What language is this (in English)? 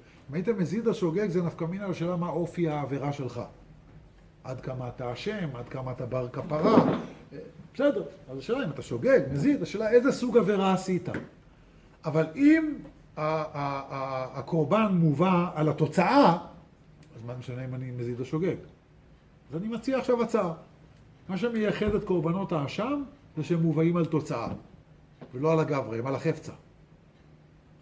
Hebrew